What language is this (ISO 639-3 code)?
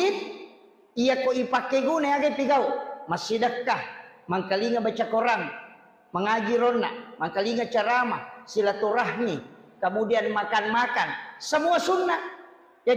bug